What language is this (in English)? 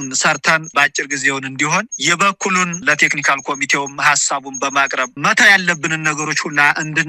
Amharic